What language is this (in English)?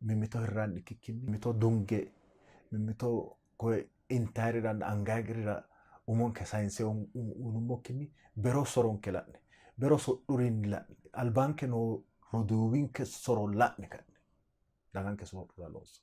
Sidamo